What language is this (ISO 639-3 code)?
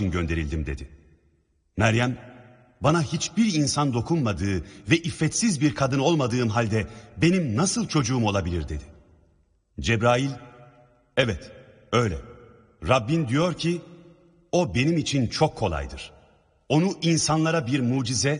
tur